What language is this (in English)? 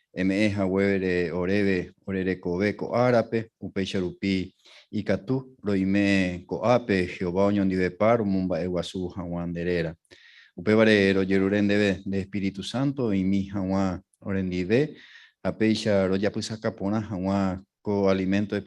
Guarani